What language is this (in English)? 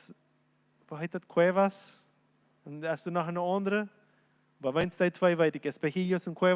Plautdietsch